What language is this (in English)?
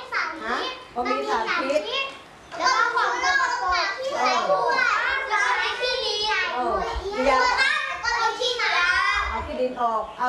Thai